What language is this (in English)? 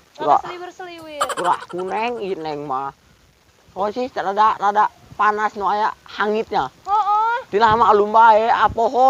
Sundanese